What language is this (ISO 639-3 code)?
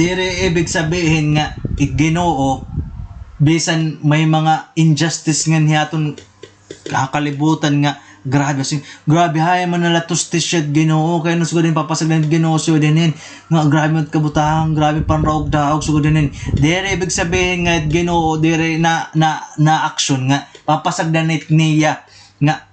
war